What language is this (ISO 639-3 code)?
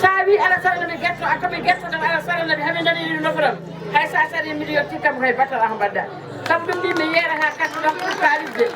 ful